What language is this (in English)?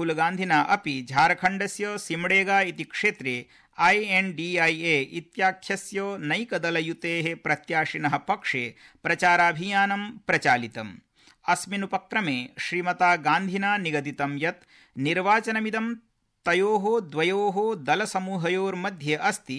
Sanskrit